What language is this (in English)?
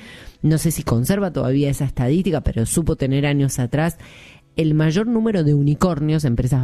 Spanish